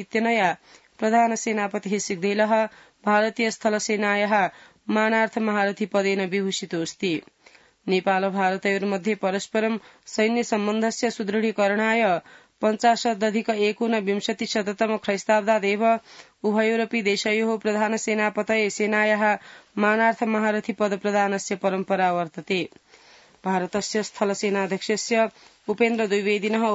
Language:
Sanskrit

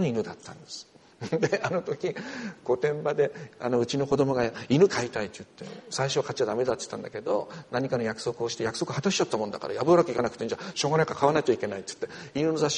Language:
Japanese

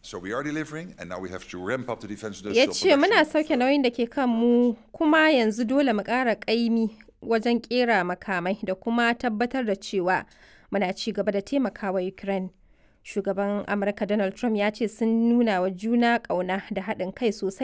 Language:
Hausa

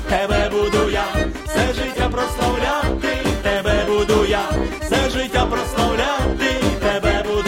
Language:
Ukrainian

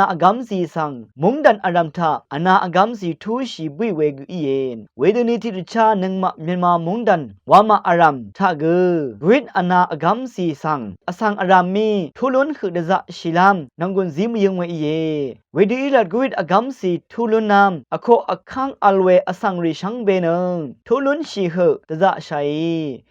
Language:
Rawang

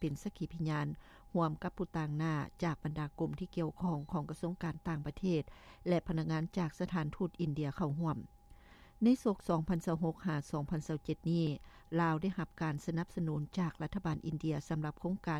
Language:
Lao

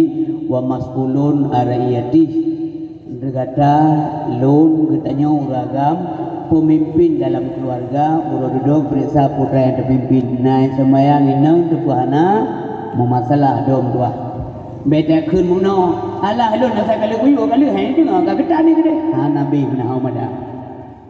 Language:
Achinese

